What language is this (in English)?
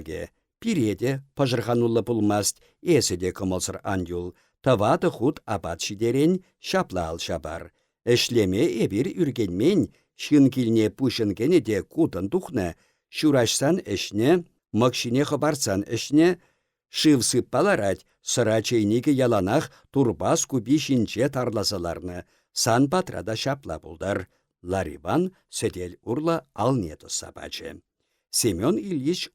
Chuvash